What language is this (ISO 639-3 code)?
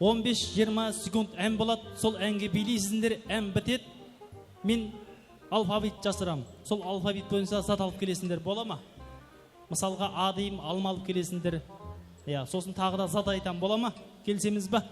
kaa